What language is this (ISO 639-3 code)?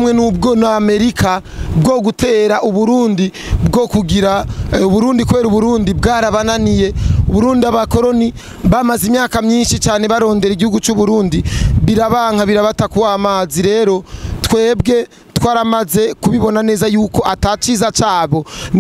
run